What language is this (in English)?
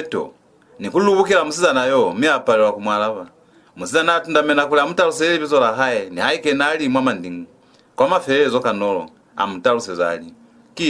Lozi